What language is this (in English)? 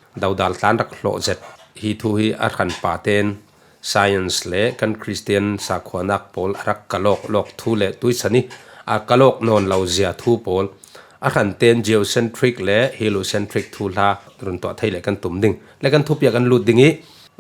Falam Chin